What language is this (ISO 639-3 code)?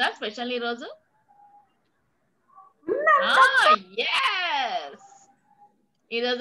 tel